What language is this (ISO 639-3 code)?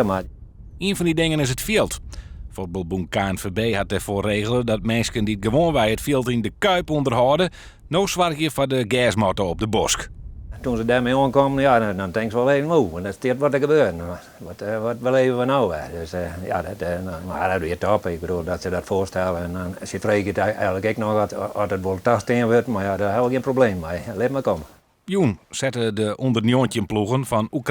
fry